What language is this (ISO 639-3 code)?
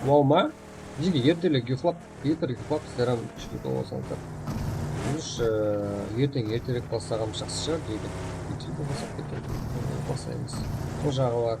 kaa